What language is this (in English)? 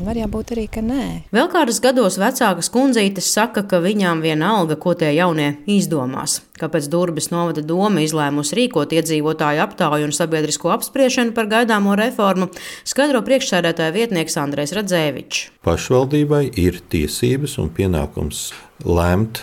Latvian